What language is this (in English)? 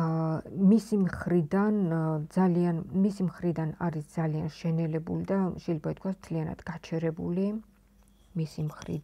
Georgian